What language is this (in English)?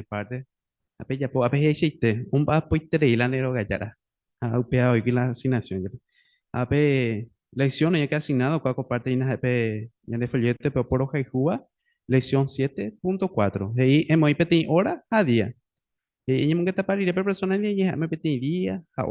Guarani